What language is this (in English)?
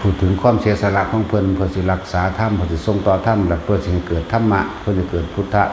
Lao